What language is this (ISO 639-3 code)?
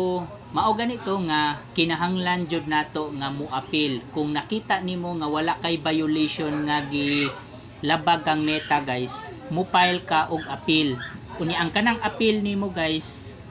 ceb